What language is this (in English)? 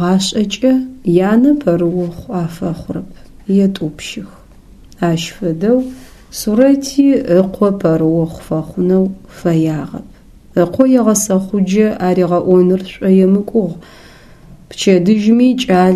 Adyghe